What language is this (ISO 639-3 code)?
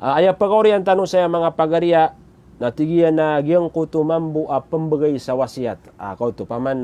mrw